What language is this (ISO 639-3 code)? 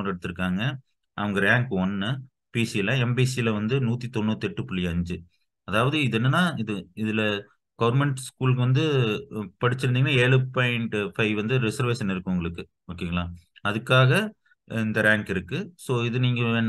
tam